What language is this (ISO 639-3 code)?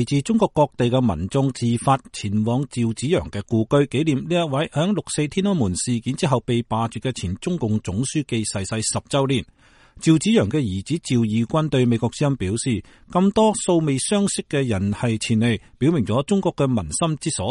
yue